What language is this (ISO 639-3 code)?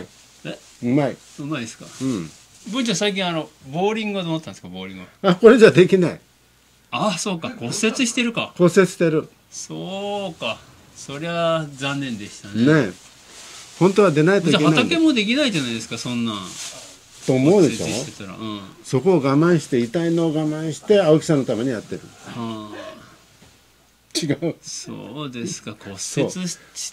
jpn